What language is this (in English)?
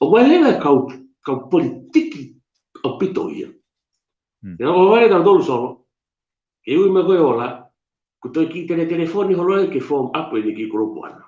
Tongan